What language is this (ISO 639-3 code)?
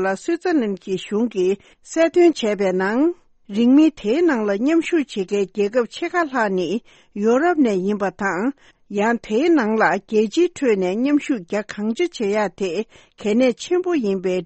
bod